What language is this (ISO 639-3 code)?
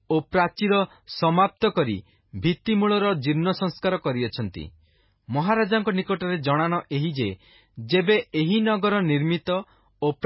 ori